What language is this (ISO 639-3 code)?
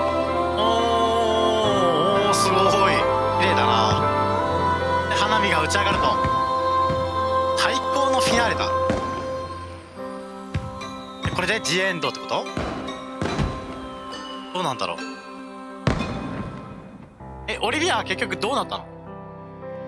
jpn